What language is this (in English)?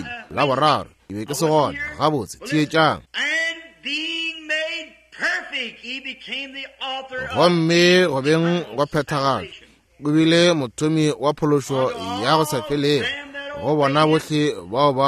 Northern Sotho